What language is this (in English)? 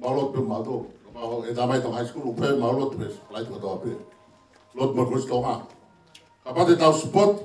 Tongan